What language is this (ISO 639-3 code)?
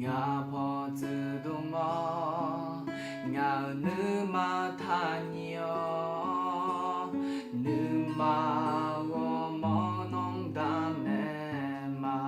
ahk